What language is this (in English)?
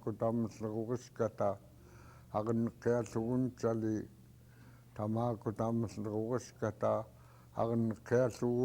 Central Yupik